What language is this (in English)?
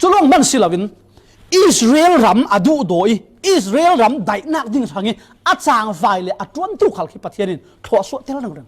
Falam Chin